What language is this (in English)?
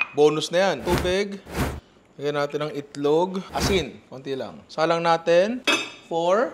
Filipino